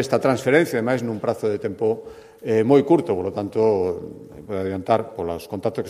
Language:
Galician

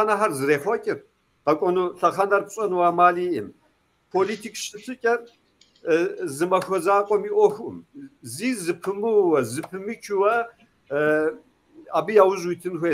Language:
Kabardian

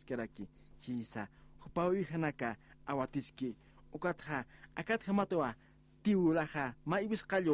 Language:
Aymara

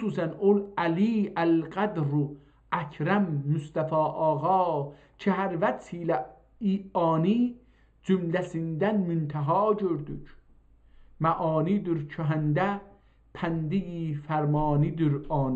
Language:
South Azerbaijani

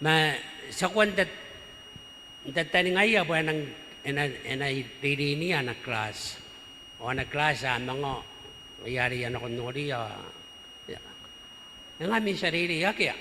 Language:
Gilbertese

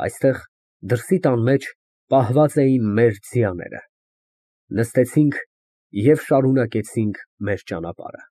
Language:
Armenian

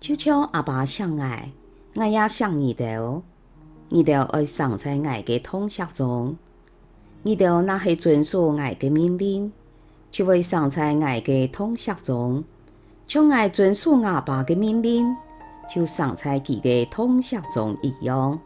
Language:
Hakka Chinese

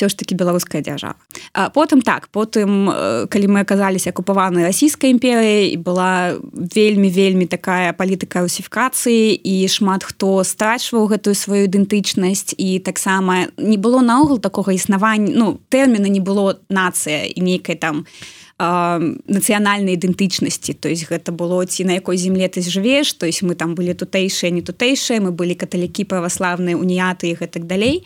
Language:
Belarusian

